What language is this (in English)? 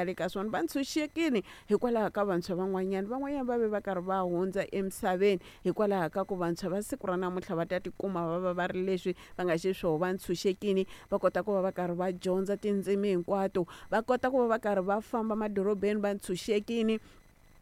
Tsonga